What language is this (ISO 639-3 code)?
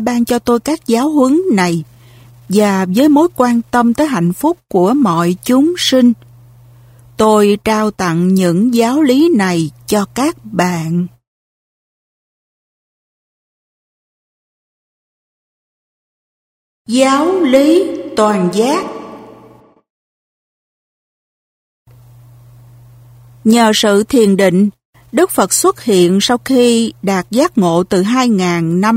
vie